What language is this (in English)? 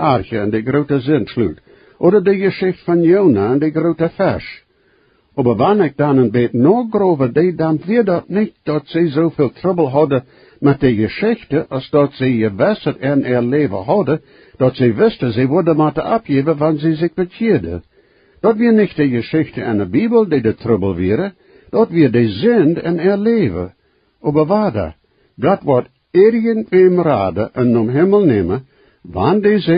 Plautdietsch